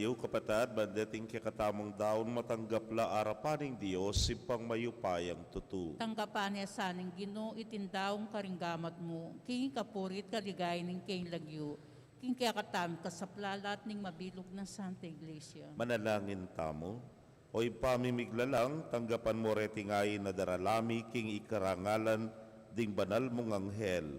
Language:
Pampanga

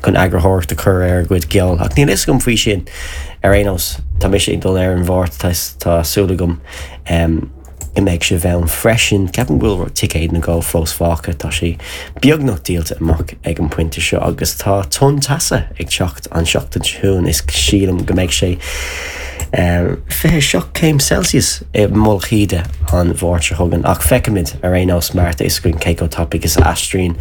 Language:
Irish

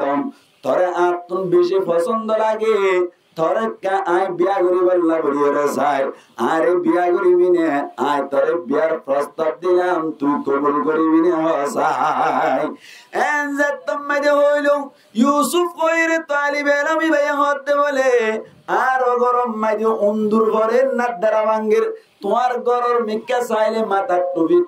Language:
Rohingya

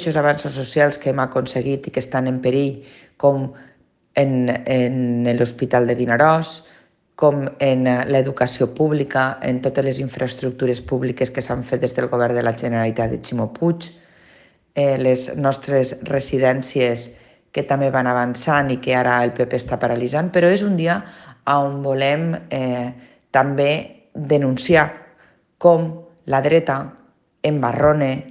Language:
Catalan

